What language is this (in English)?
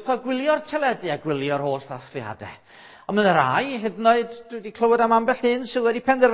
Welsh